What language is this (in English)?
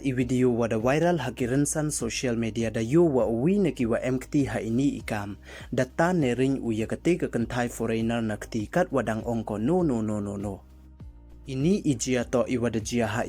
Pnar